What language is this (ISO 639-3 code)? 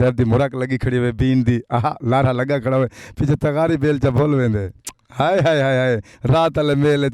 skr